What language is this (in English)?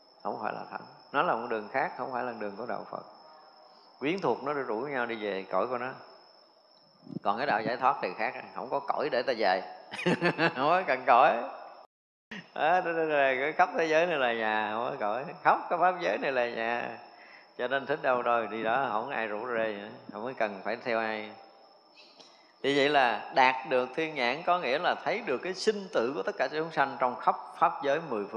Vietnamese